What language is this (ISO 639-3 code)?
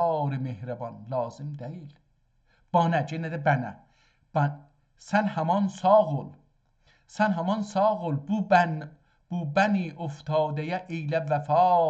azb